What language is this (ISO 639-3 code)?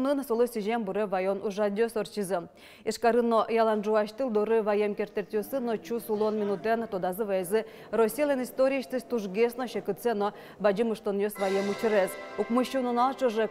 udm